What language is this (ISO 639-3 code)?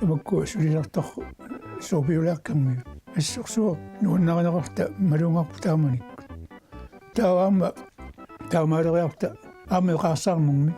kal